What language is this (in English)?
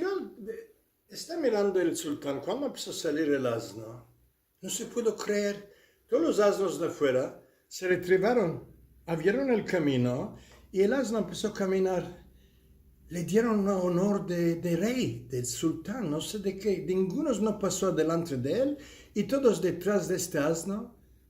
Ladino